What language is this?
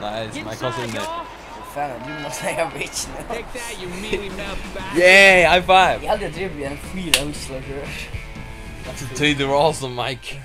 Faroese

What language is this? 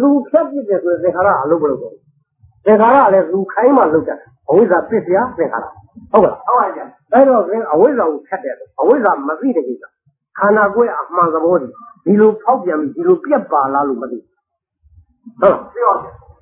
Burmese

